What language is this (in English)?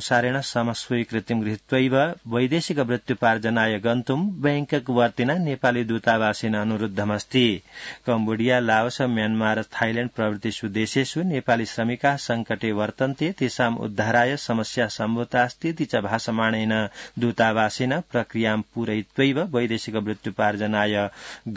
Sanskrit